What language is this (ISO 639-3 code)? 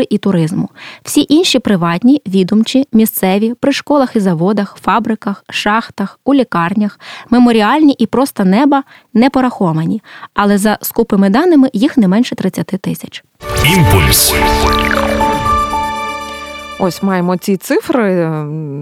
ukr